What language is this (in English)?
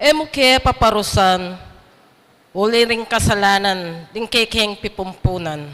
Pampanga